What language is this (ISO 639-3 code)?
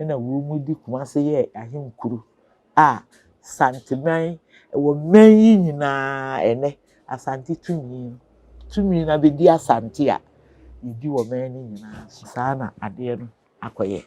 aka